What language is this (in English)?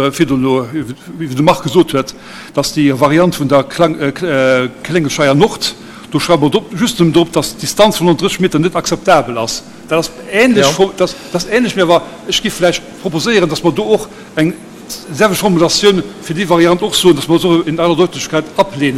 Luxembourgish